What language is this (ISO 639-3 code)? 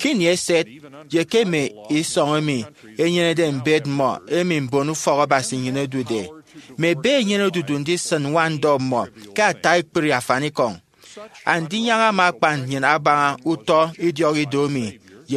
efi